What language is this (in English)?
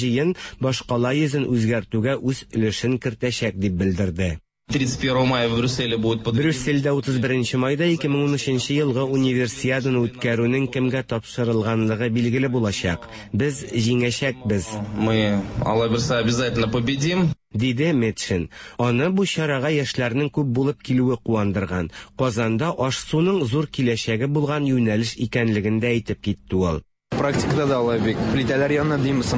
Tatar